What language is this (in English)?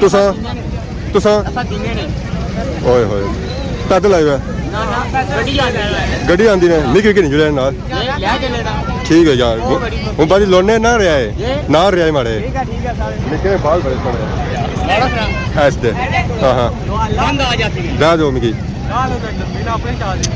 Pahari-Potwari